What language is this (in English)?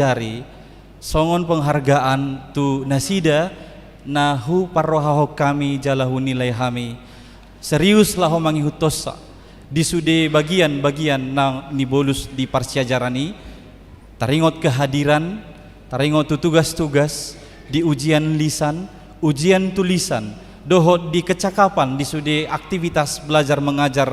Batak Toba